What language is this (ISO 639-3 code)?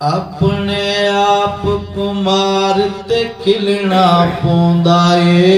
skr